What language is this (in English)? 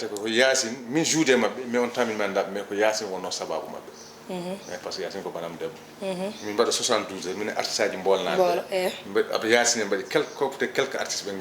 Fula